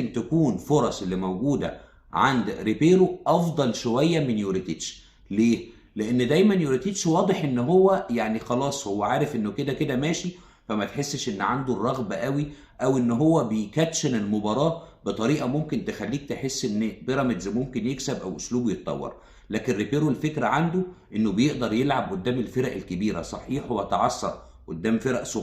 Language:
Egyptian Arabic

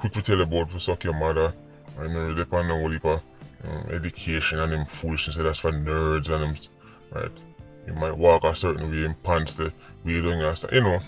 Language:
Jamaican Creole English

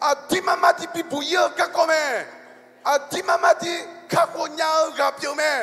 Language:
Akha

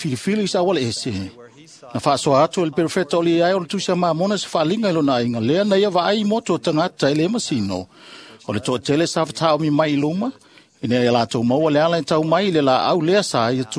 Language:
Samoan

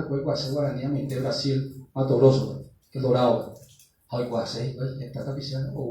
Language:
Guarani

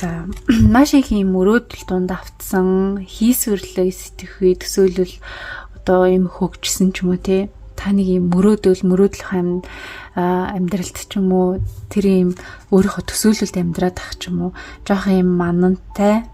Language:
Mongolian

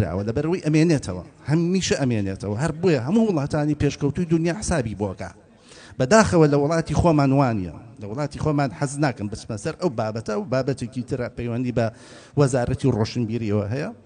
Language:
Central Kurdish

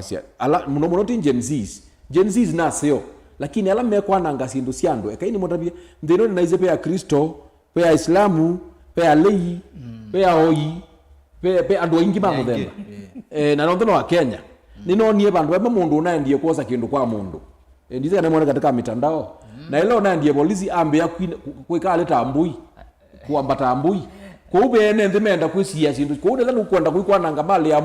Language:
Kamba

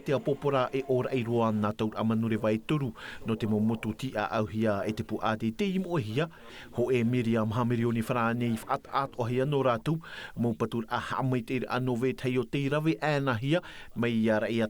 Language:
Tahitian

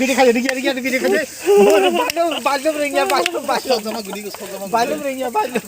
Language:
Kok Borok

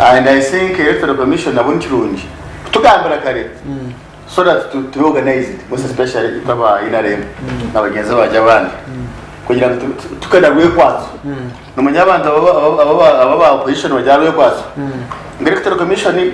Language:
Nyankole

